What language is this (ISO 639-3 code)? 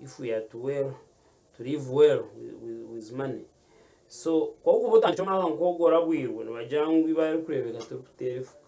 nyn